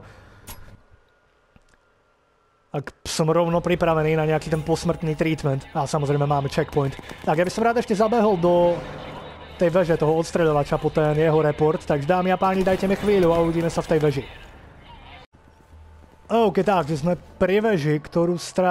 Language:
Slovak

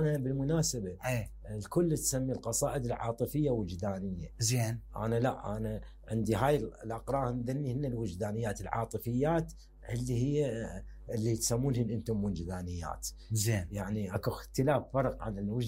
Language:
Mesopotamian Arabic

